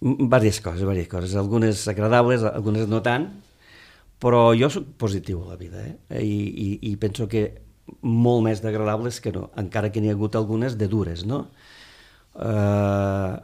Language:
Catalan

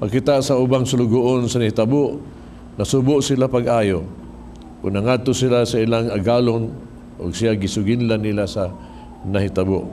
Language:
Cebuano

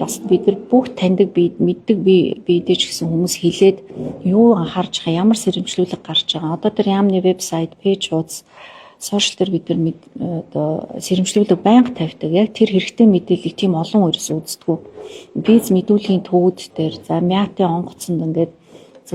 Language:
Mongolian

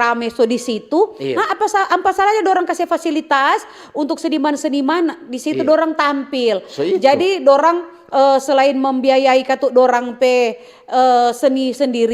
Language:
Manado Malay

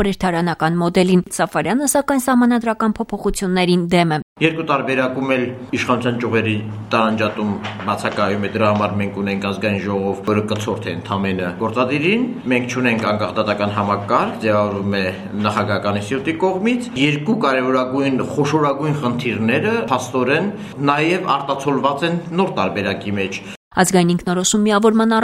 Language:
Armenian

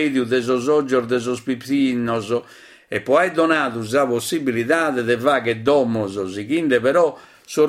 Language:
Sardinian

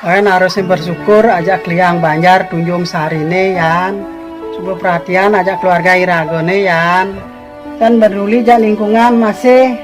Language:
Balinese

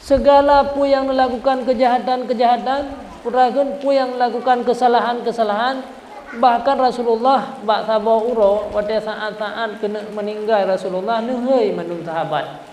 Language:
Achinese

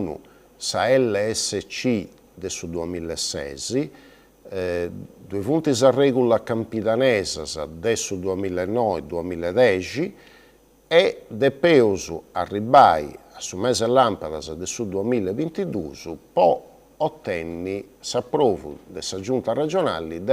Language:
Sardinian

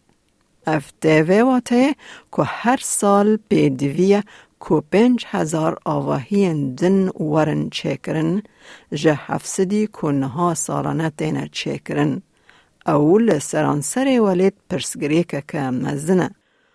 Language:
Kurdish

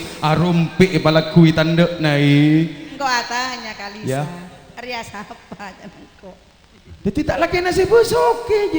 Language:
Madurese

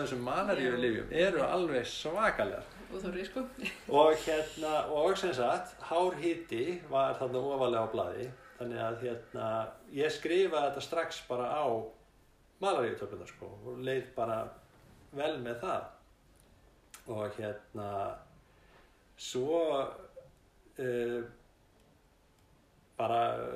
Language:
Icelandic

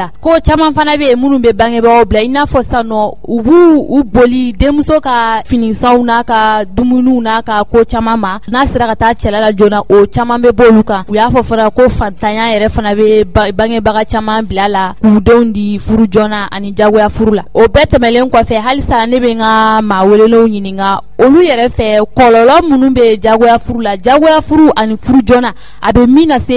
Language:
Bambara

